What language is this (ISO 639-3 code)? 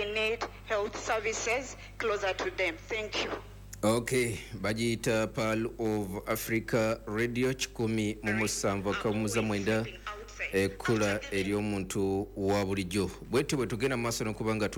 lug